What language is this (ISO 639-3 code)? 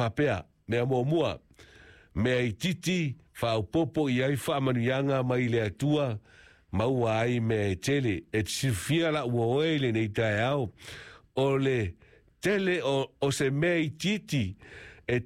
smo